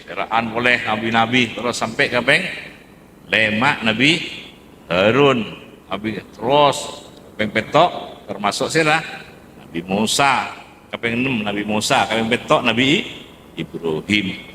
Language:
Madurese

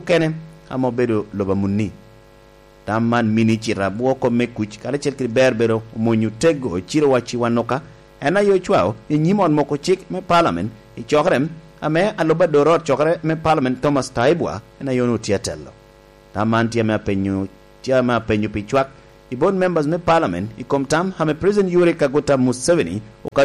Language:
Lango (Uganda)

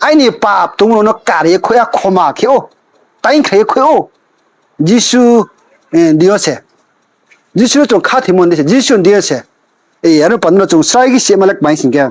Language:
Riang (India)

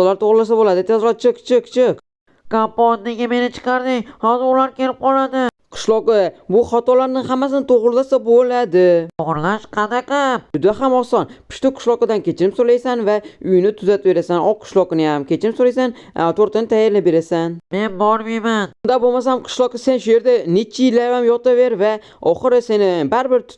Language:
Uzbek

